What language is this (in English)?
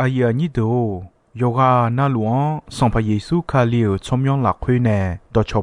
Akha